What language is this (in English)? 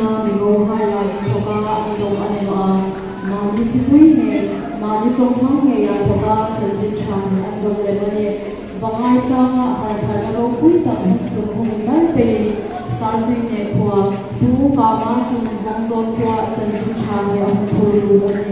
Hmar